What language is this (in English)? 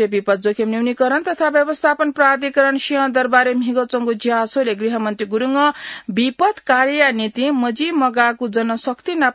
Newari